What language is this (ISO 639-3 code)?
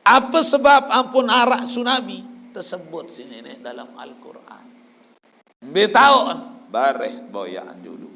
sas